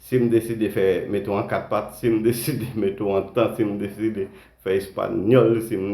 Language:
Haitian Creole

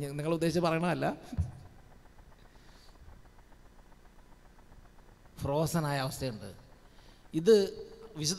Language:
Malayalam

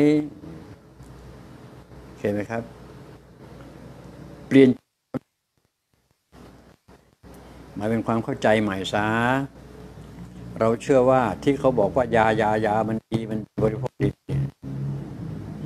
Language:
Thai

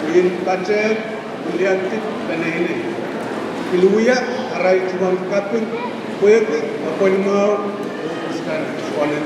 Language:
Pohnpeian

